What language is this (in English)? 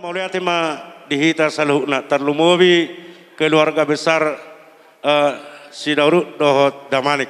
Batak Toba